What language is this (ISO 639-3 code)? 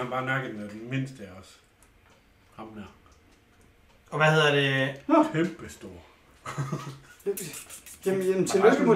dan